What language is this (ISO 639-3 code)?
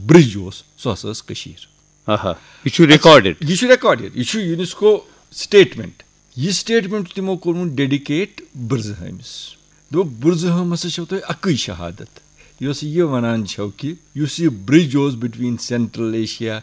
kas